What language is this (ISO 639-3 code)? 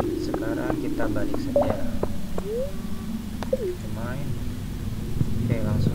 ind